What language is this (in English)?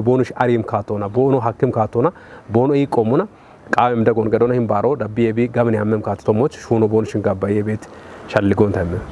Kafa